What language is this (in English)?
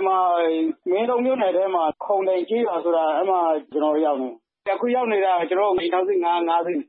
Burmese